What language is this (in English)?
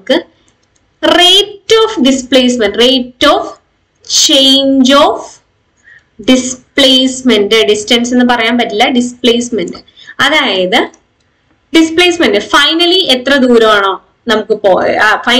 Malayalam